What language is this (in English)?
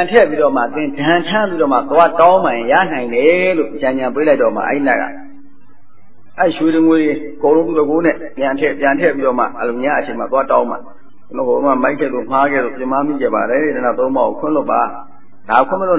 Burmese